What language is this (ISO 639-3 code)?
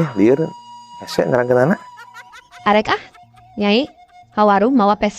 sun